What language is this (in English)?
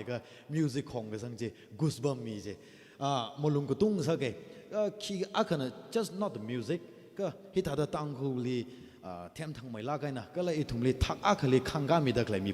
Tangkhul Naga (India)